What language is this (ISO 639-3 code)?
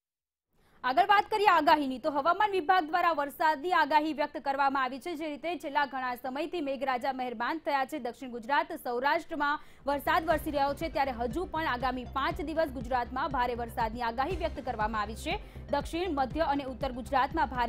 guj